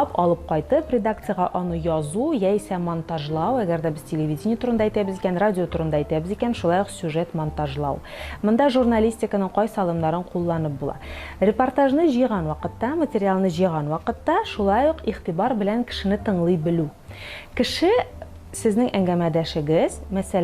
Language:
Tatar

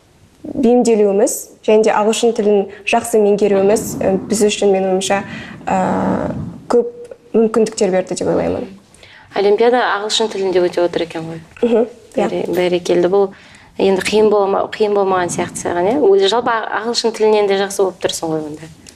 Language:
Kazakh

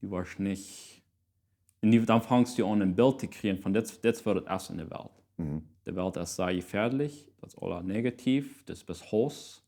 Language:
Plautdietsch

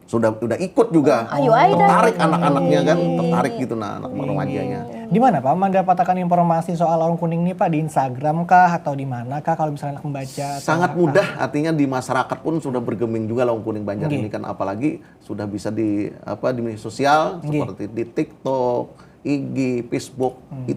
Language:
Banjar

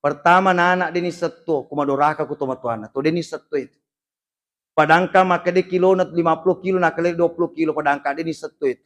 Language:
Buginese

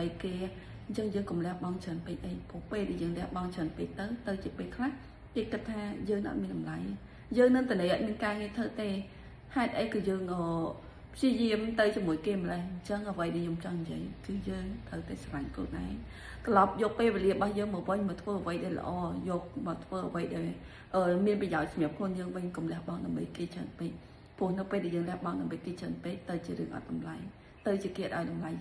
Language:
Khmer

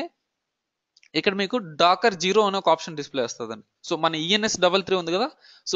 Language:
Telugu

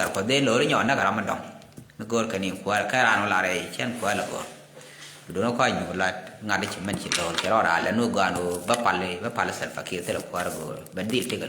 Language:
Nuer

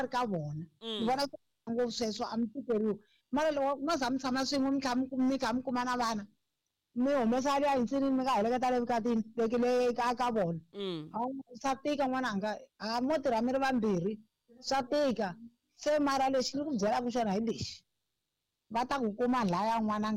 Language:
Tsonga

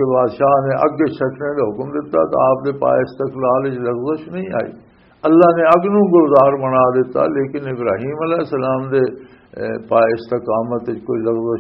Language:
Western Panjabi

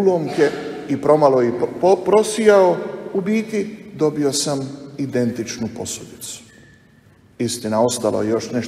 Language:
Croatian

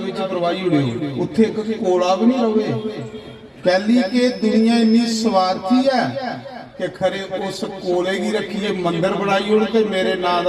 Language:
Dogri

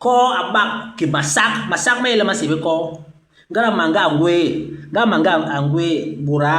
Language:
Basaa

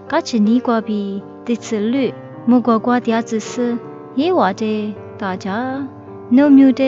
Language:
Lisu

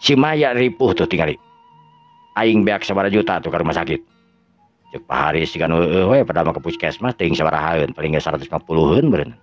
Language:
Sundanese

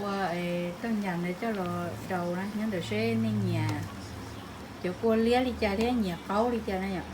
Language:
Hmong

